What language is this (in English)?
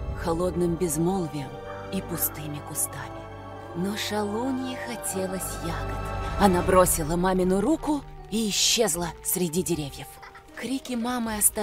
Russian